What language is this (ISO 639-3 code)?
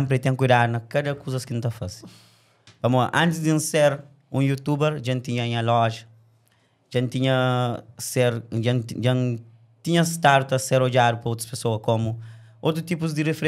kea